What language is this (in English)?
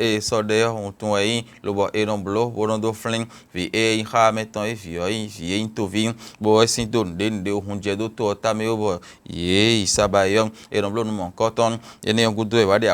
Fon